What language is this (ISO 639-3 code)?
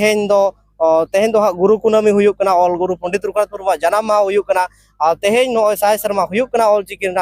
sat